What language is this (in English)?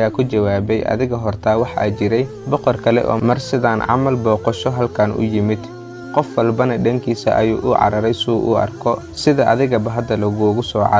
Somali